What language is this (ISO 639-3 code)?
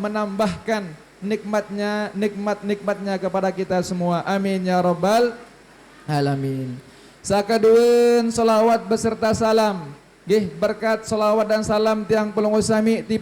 sas